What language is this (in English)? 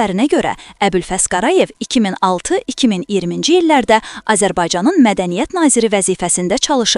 Azerbaijani